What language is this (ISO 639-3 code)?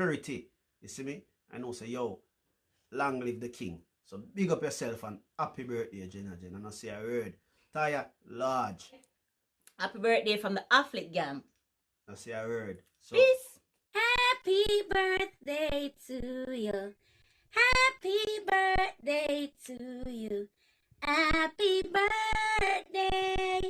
jam